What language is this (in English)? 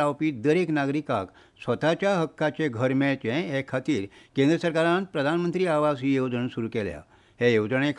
Konkani